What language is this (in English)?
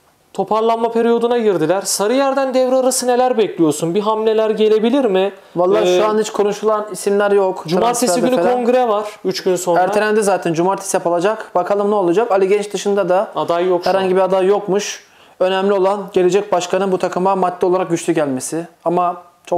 Turkish